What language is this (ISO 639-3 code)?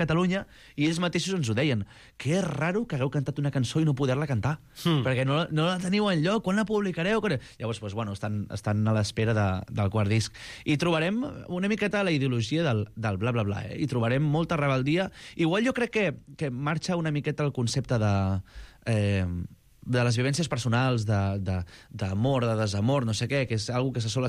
cat